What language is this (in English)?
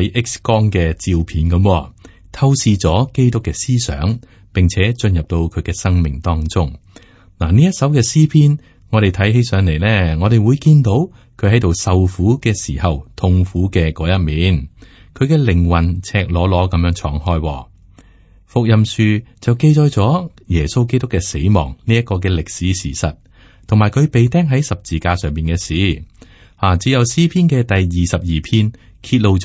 Cantonese